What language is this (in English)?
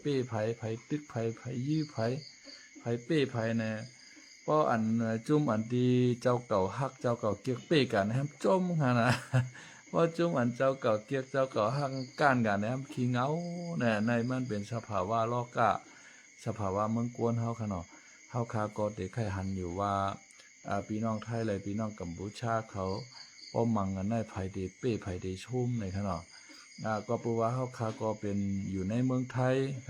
Shan